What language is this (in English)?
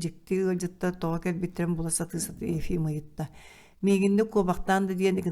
Yakut